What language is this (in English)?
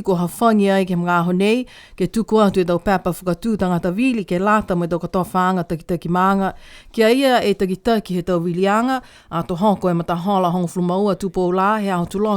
Niuean